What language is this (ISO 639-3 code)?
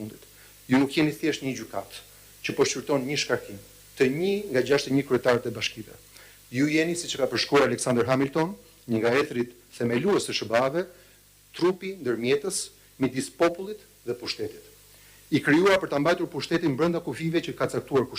sqi